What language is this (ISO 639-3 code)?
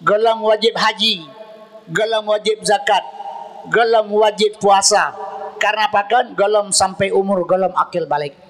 ace